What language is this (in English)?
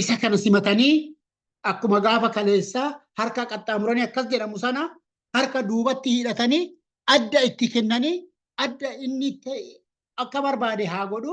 Oromo